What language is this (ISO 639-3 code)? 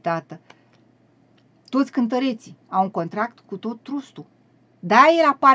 ron